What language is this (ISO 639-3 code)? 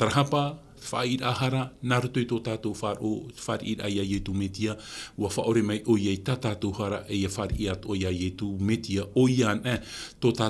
tah